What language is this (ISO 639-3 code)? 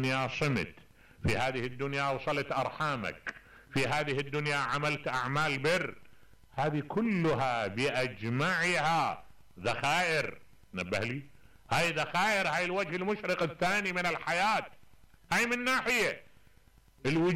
acm